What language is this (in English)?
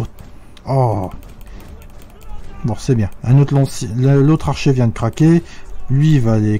French